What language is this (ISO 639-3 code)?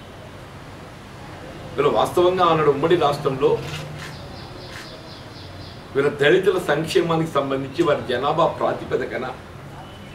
tel